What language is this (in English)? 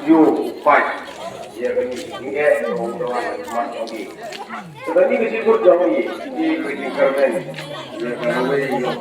Khasi